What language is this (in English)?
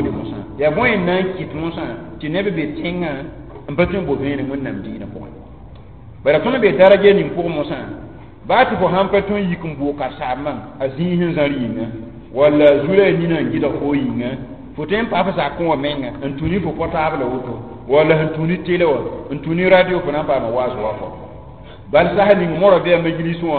Mossi